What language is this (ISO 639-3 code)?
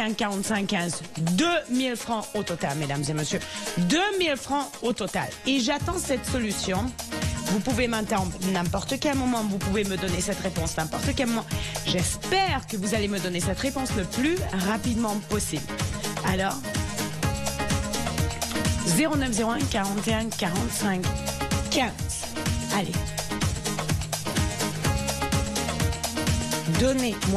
fra